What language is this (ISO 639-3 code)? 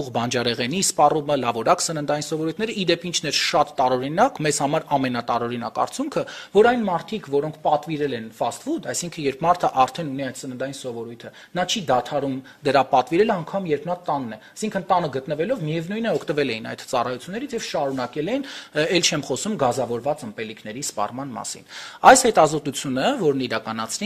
hye